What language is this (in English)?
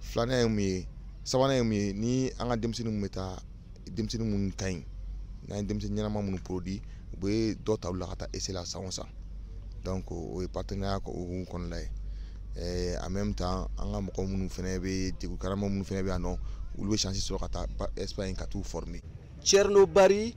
Bambara